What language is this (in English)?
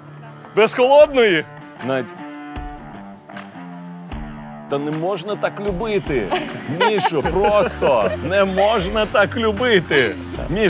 Ukrainian